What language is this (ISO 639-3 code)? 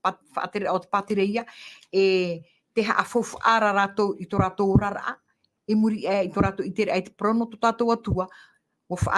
tah